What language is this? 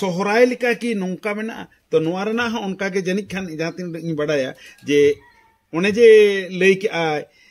Santali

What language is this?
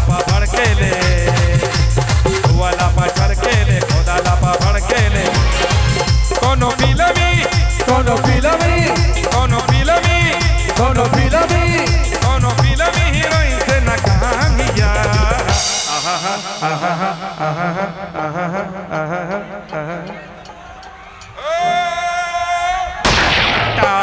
Bhojpuri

